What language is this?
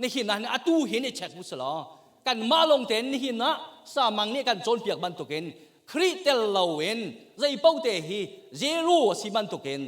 Hakha Chin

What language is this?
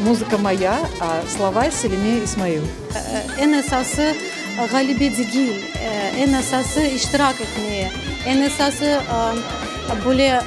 Crimean Tatar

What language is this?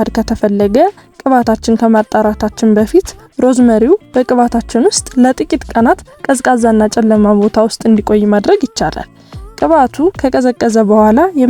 Amharic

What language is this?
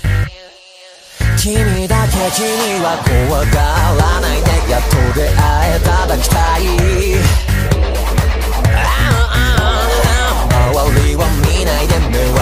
Japanese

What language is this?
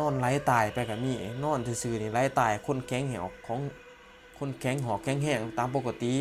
Lao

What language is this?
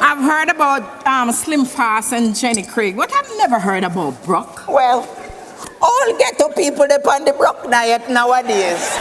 Jamaican Creole English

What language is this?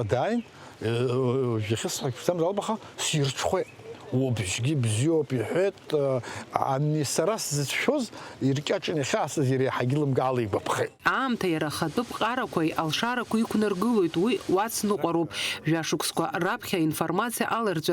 Abkhazian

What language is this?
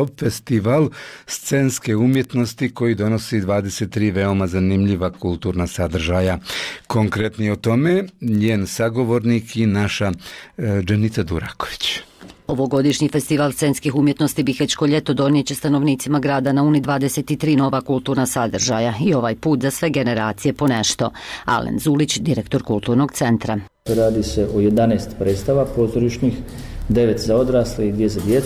Bosnian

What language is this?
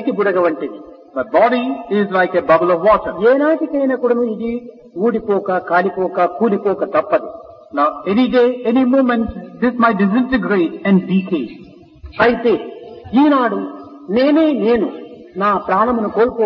Telugu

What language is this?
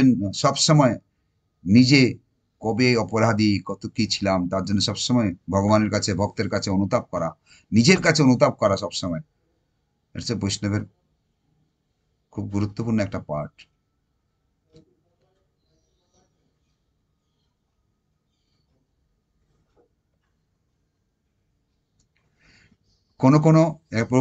Bangla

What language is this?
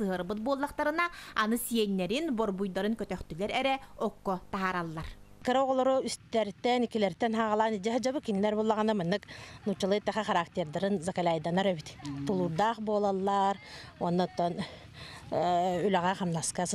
Yakut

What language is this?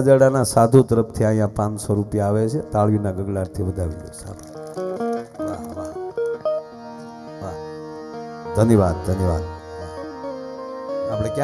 Gujarati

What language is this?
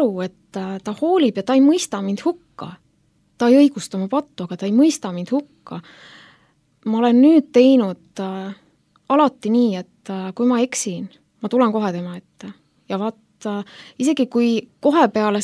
Estonian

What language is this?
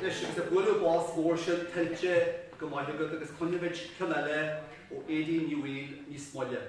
Irish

